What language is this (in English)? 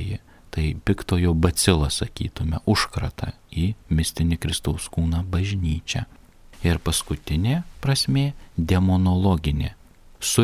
Lithuanian